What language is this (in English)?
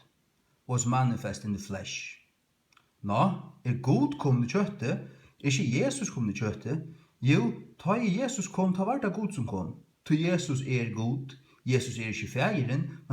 Faroese